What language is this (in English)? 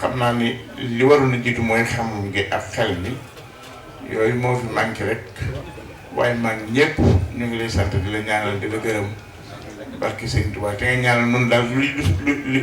Wolof